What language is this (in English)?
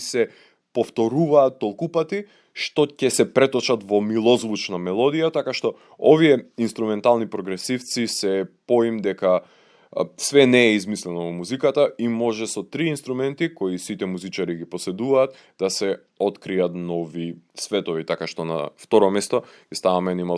Macedonian